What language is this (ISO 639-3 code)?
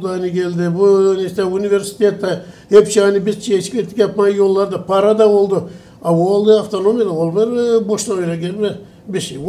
gag